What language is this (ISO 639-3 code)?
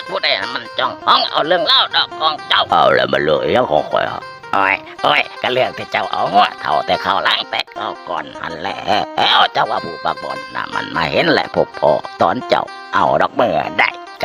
tts